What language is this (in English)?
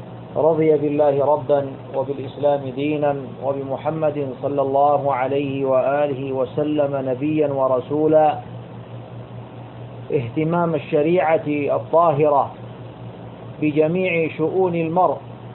Arabic